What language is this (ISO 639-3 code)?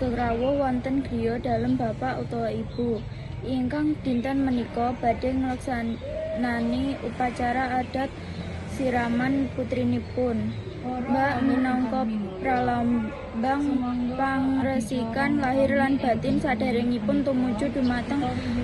jav